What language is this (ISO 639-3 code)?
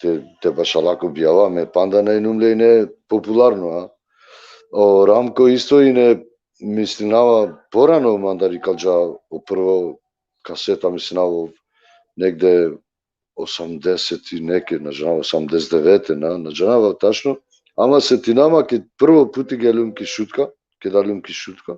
rmn